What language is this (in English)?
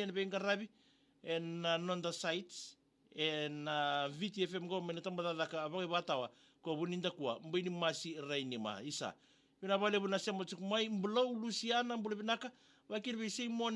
Fijian